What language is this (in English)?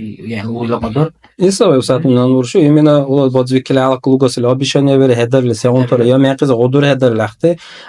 Dargwa